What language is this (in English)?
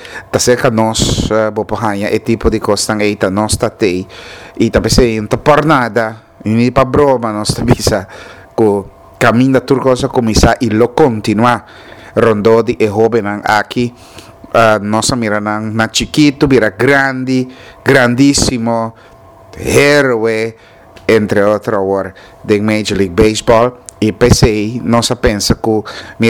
Papiamento